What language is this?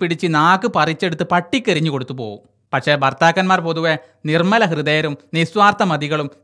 Malayalam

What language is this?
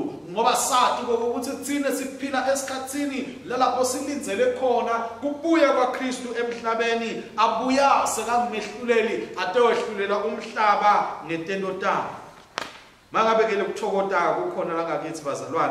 Swati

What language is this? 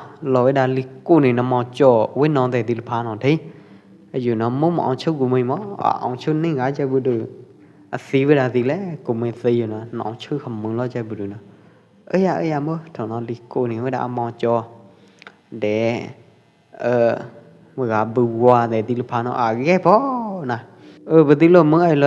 Pwo Eastern Karen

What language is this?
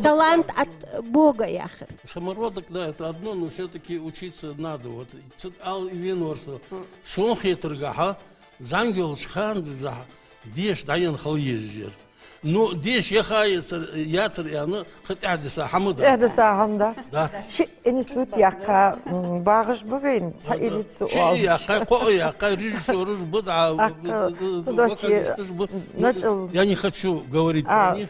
Ingush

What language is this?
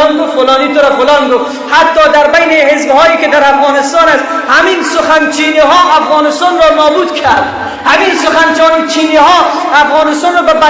Persian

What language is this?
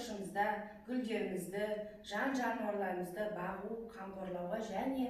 Kazakh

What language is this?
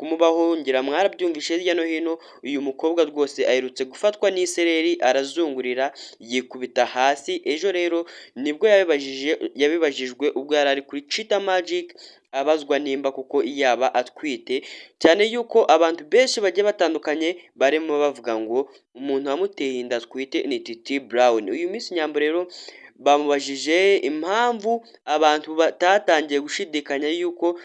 Kinyarwanda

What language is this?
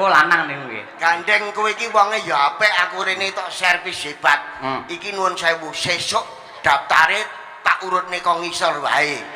Javanese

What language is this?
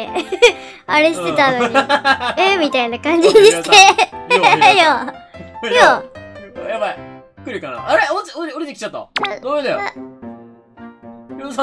Japanese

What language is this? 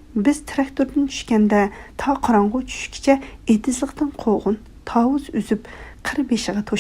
Uyghur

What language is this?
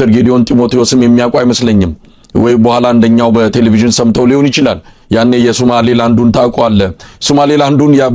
Amharic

